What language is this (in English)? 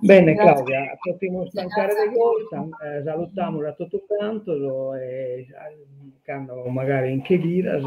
Sardinian